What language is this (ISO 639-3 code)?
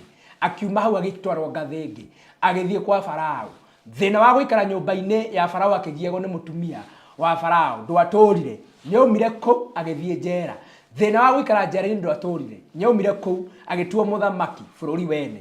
kik